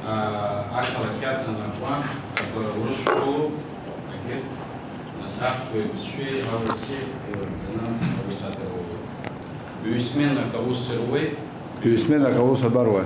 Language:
Abkhazian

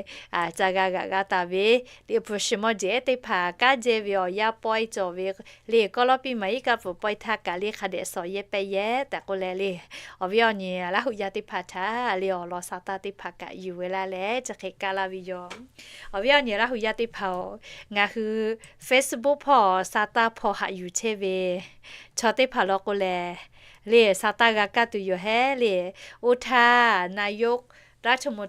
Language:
Lahu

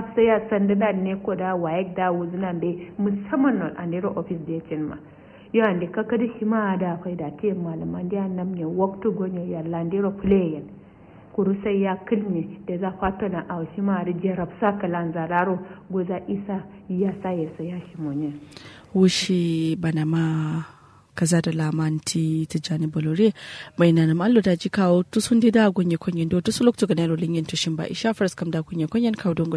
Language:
Kanuri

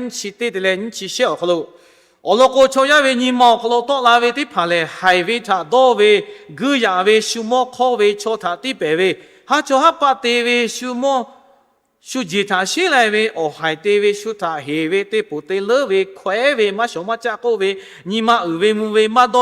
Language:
Lahu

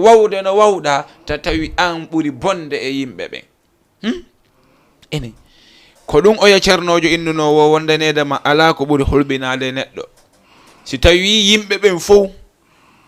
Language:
Fula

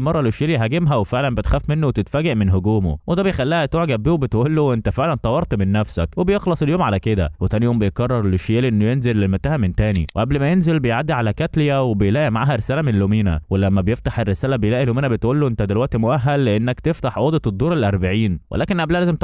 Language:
Egyptian Arabic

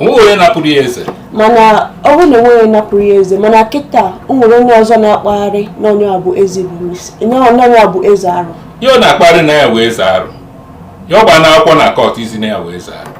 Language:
Igbo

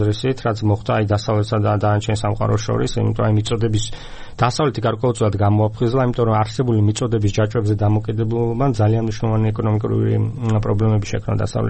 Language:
Georgian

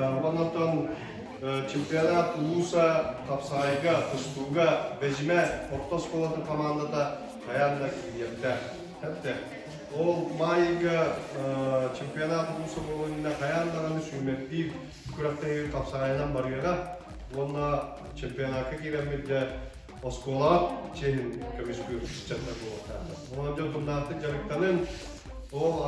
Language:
Yakut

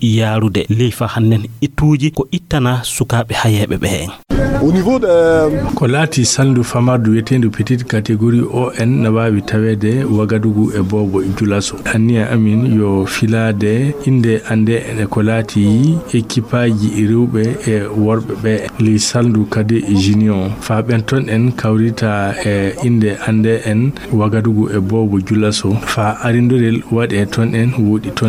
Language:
Fula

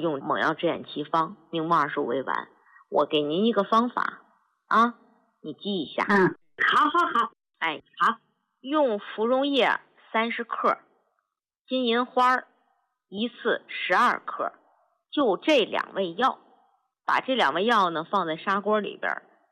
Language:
Chinese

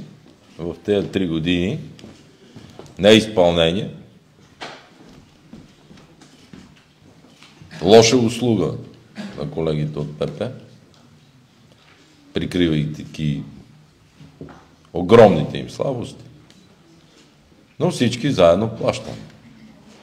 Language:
Bulgarian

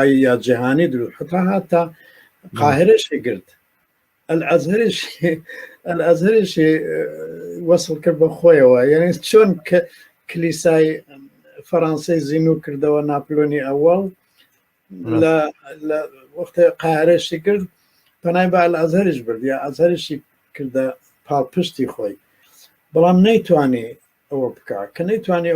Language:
Central Kurdish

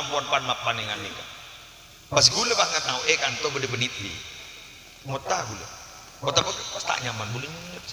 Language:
Madurese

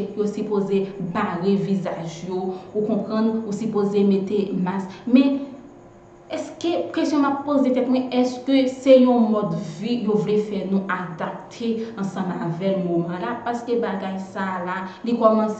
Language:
Haitian Creole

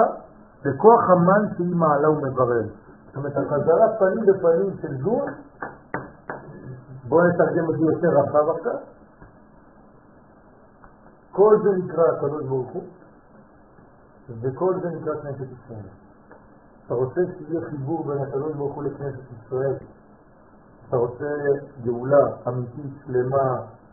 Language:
Hebrew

